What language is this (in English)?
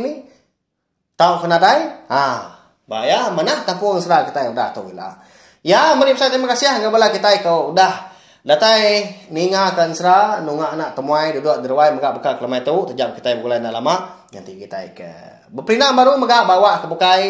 Iban